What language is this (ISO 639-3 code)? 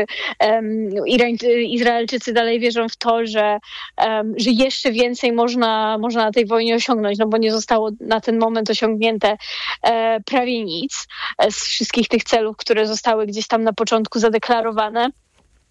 pol